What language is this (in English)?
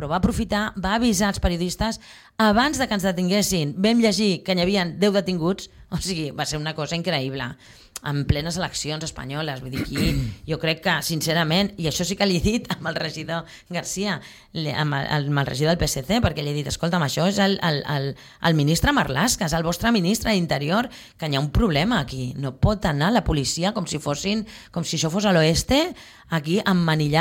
Catalan